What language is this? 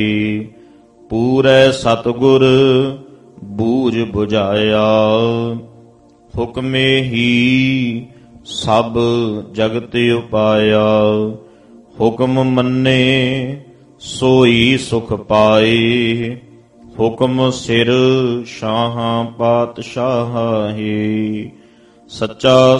Punjabi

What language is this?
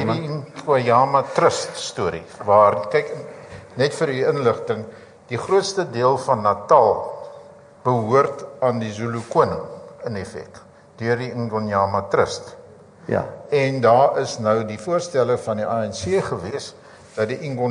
Afrikaans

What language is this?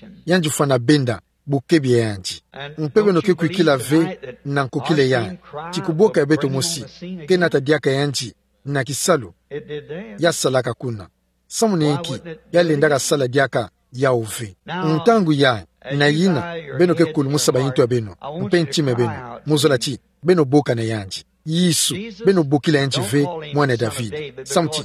Kituba (Democratic Republic of Congo)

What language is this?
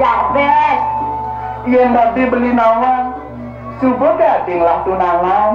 Balinese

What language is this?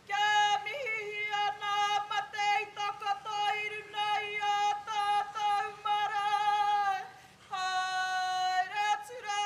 Māori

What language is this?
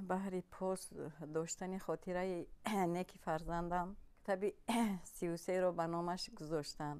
Tajik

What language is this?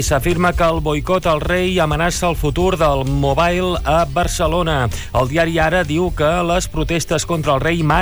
Catalan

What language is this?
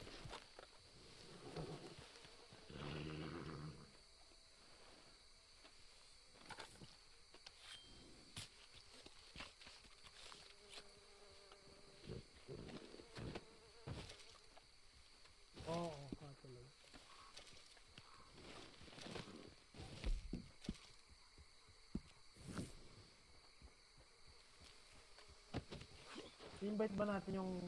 Filipino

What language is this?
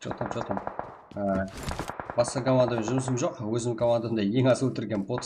Kara-Kalpak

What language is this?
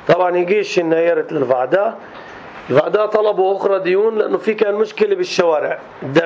North Levantine Arabic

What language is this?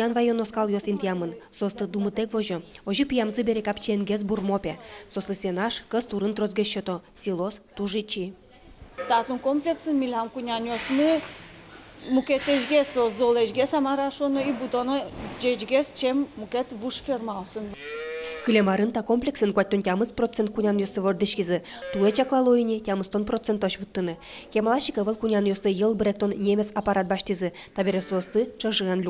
Udmurt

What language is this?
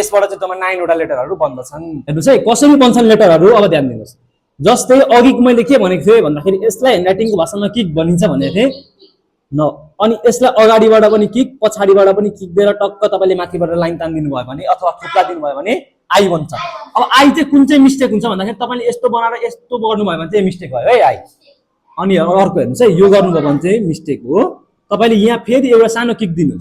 Nepali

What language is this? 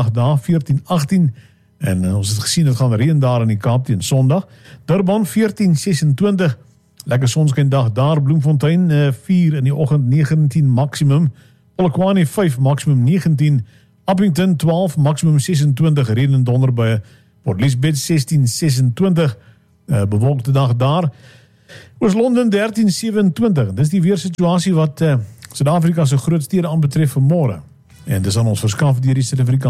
Afrikaans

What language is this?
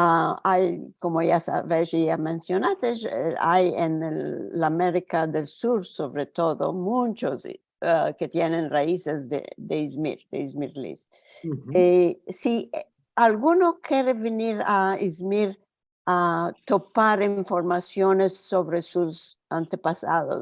Ladino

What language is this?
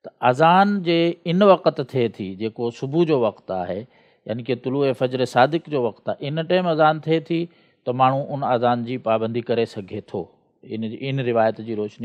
Sindhi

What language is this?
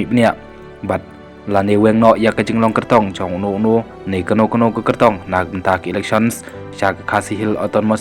Khasi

